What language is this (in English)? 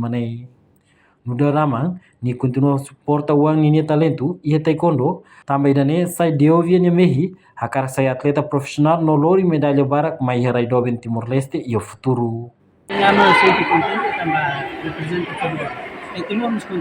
Tetum